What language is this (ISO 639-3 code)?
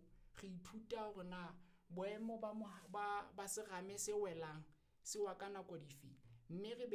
sot